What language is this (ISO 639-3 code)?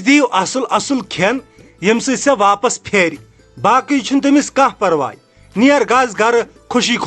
kas